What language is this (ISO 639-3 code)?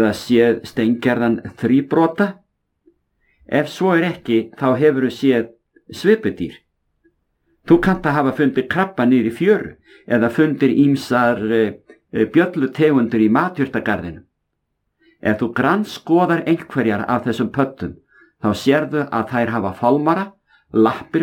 isl